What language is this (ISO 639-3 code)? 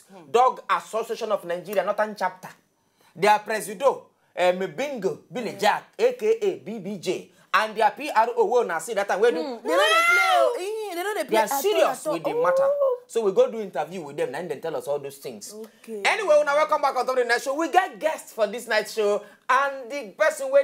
pcm